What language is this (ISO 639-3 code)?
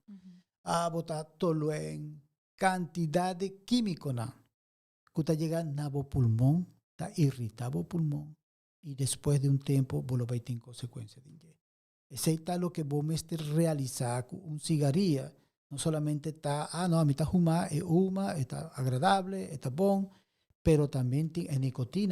pap